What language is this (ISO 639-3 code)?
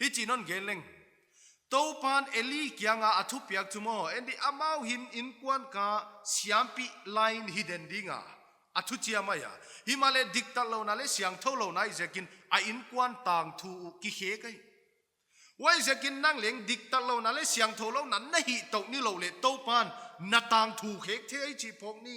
pck